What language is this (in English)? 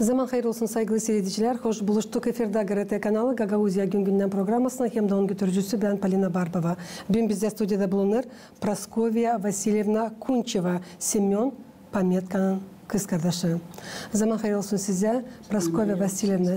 Gagauz